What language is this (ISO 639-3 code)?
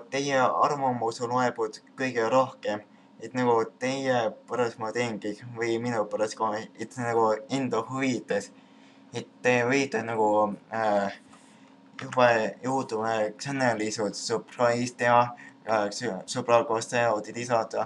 est